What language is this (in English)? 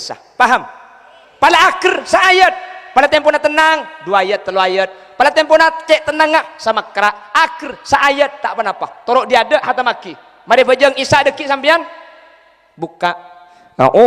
Madurese